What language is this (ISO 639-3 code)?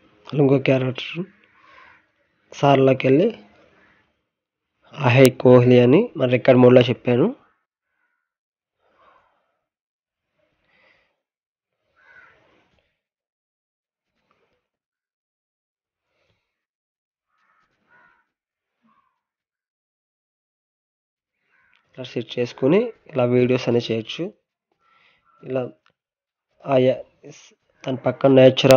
tel